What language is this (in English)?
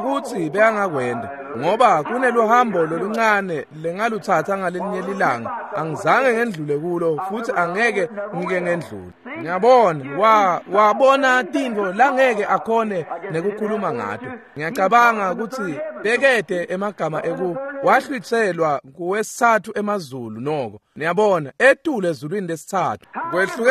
Swati